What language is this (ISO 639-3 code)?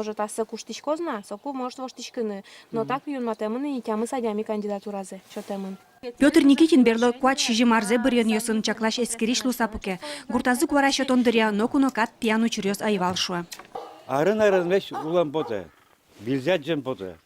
udm